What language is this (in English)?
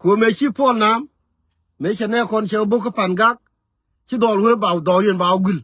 Nuer